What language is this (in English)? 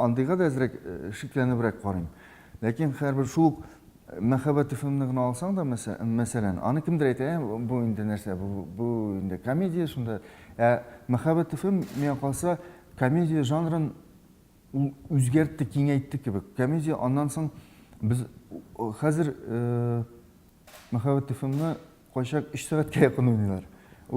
Tatar